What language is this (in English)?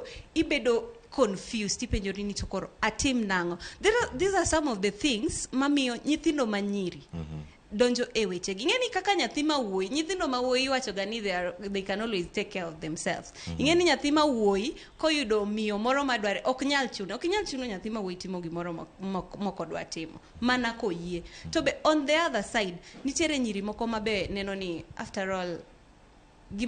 Luo (Kenya and Tanzania)